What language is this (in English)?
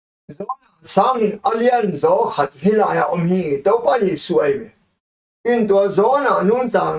Tedim Chin